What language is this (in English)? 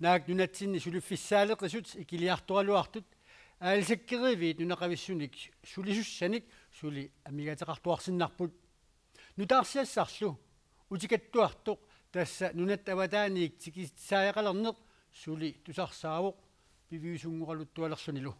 Kalaallisut